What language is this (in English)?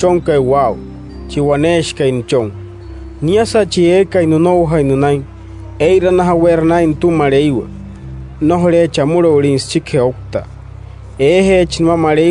Wayuu